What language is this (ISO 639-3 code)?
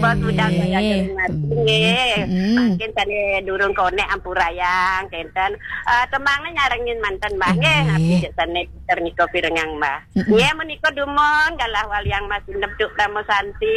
ban